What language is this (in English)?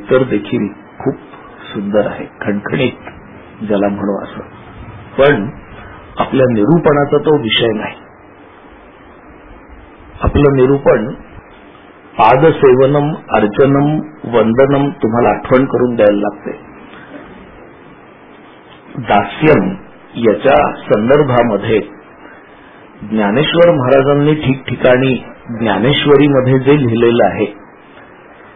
Marathi